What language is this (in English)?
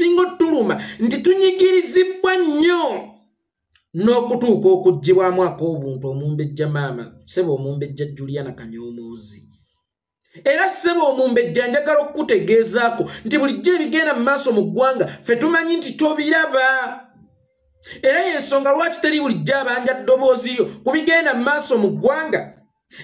Ganda